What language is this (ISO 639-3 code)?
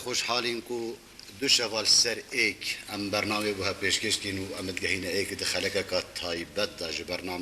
kur